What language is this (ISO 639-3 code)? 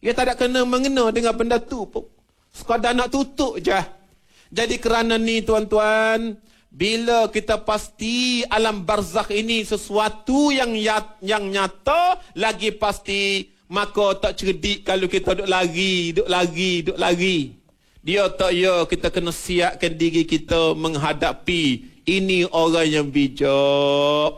msa